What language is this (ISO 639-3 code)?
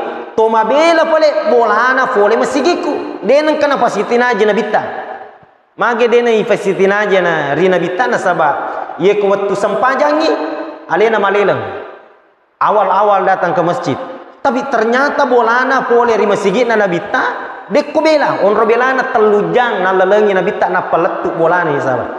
bug